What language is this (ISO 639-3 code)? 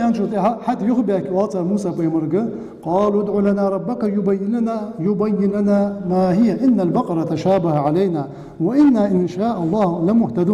inh